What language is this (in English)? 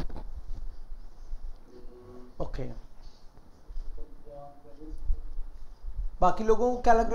Hindi